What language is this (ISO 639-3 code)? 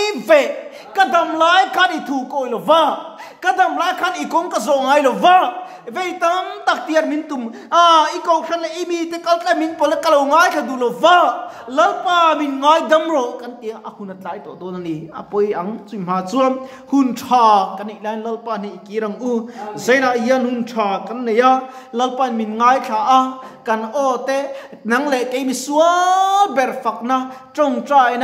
lus